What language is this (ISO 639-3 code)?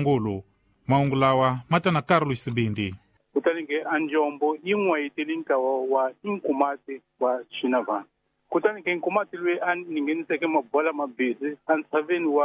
tso